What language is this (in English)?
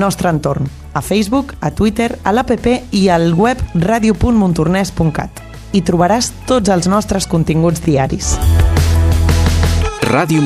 Catalan